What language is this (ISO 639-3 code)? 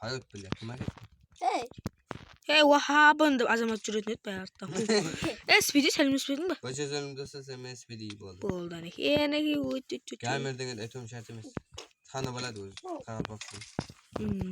kaa